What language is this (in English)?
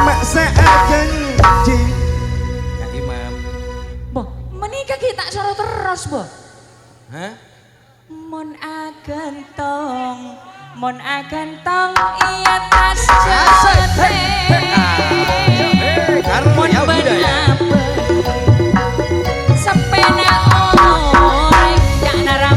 Madurese